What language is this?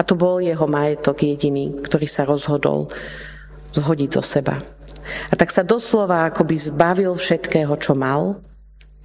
Slovak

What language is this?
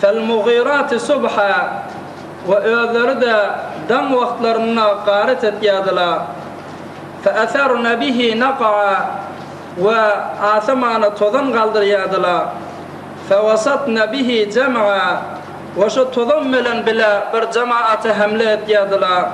Turkmen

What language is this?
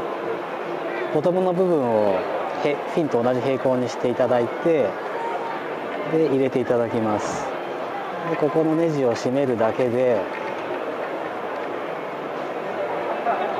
Japanese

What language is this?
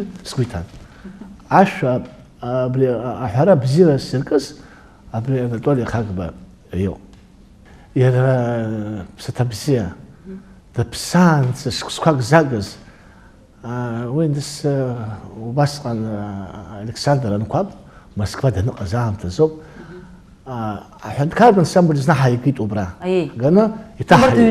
Abkhazian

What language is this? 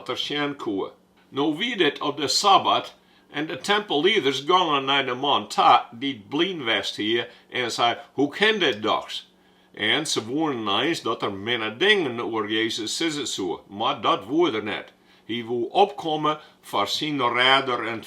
Western Frisian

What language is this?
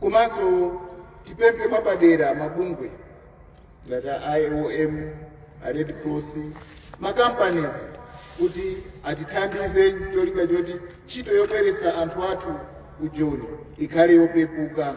Nyanja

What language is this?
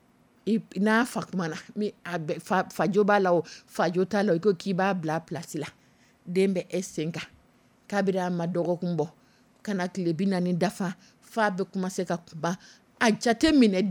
Dyula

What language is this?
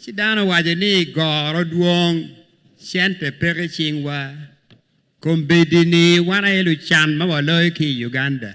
Acoli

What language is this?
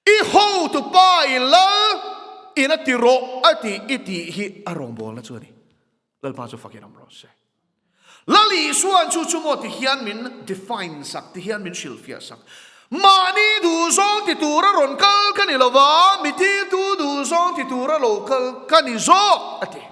Mizo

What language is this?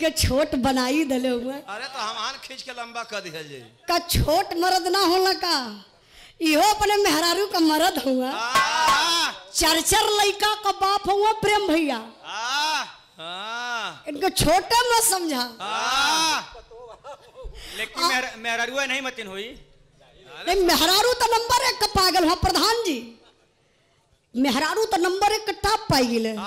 Bhojpuri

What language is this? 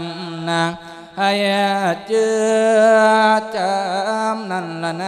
Lao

